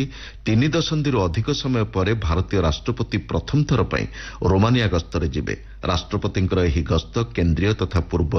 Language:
Odia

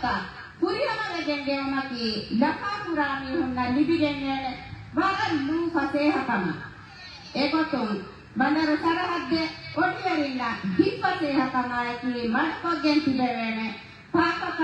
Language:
Divehi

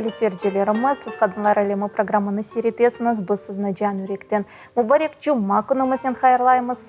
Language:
Crimean Tatar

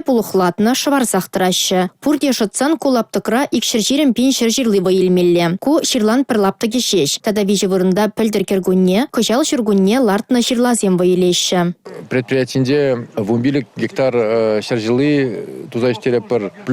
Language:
Chuvash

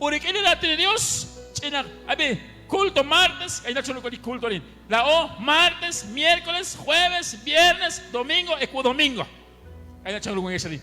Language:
Kekchí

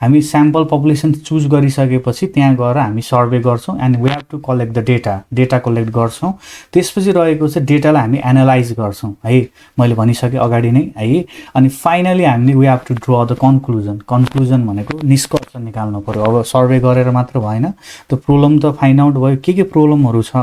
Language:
Nepali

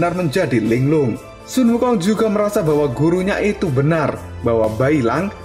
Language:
Indonesian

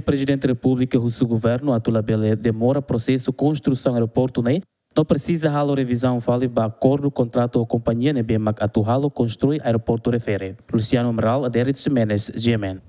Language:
Tetum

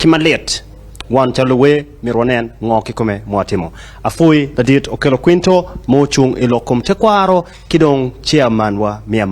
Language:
Acoli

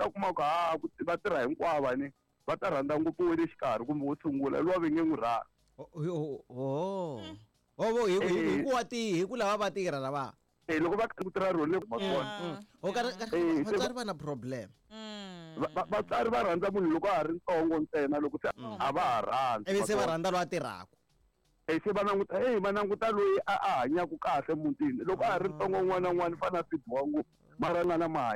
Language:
Tsonga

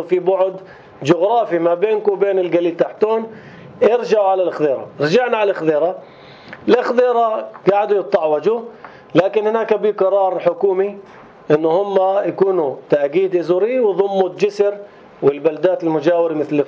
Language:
North Levantine Arabic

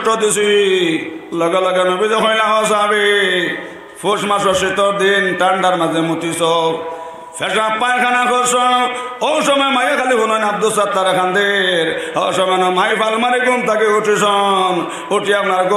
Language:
Sylheti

